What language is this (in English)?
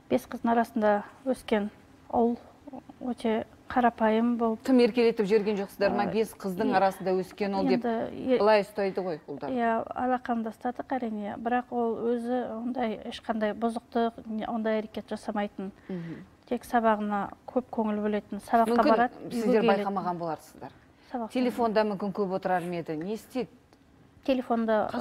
Kazakh